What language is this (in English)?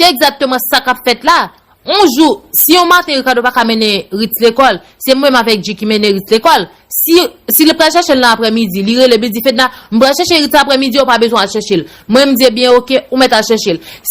Haitian Creole